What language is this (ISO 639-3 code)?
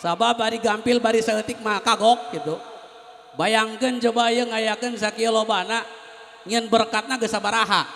sun